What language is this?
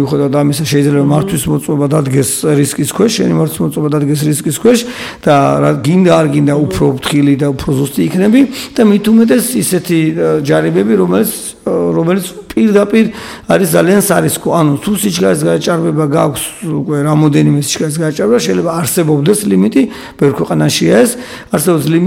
Georgian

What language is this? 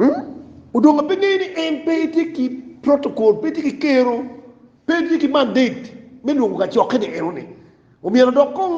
Acoli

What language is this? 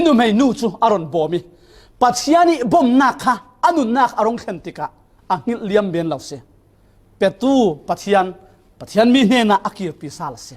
Falam Chin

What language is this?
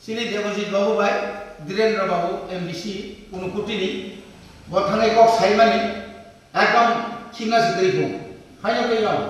Kok Borok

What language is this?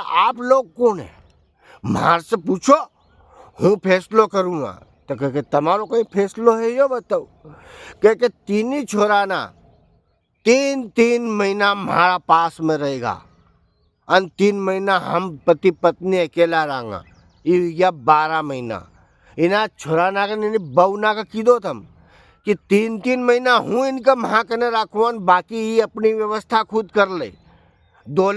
Rajasthani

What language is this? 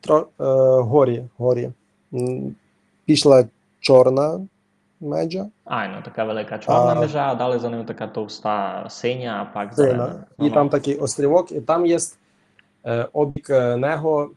Rusyn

